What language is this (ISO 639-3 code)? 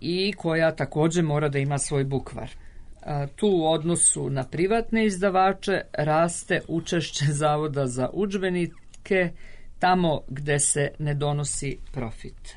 srp